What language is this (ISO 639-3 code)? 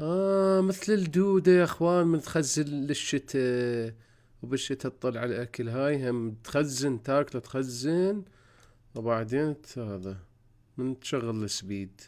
acm